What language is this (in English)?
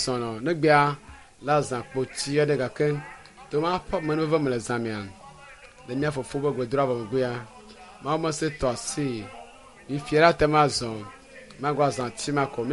Ewe